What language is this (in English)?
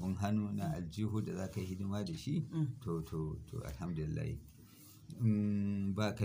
Hausa